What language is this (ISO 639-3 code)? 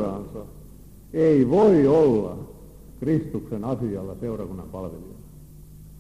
fin